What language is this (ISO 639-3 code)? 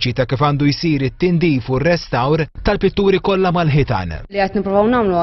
mlt